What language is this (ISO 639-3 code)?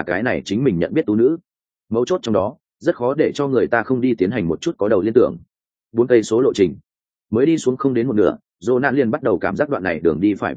vie